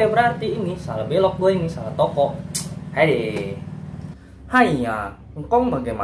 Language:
Betawi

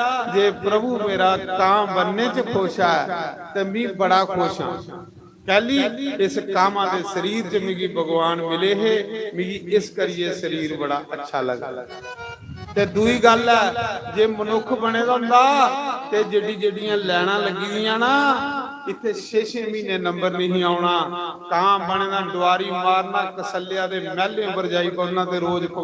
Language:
Dogri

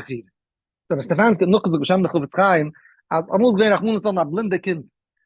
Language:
Yiddish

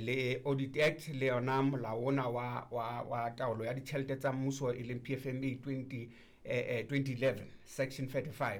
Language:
Southern Sotho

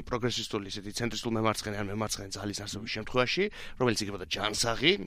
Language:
Georgian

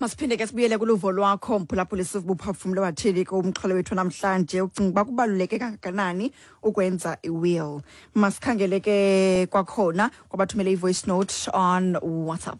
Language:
Xhosa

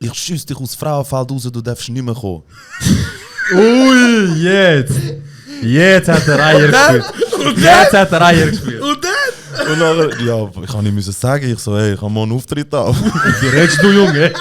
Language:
Swiss German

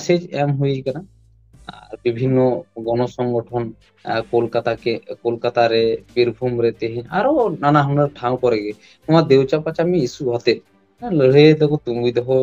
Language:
Santali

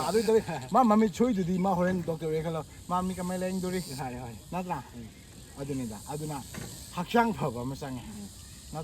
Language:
Manipuri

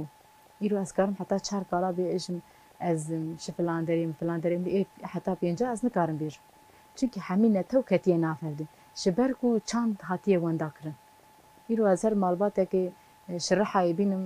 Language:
Kurdish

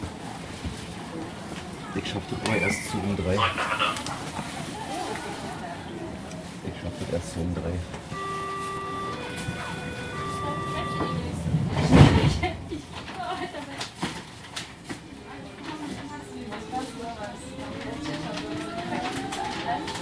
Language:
German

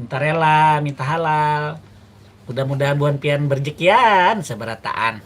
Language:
Banjar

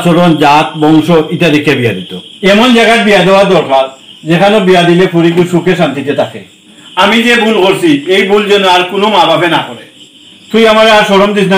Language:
Sylheti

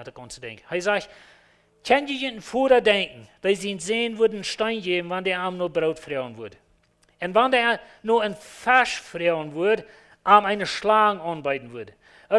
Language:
Plautdietsch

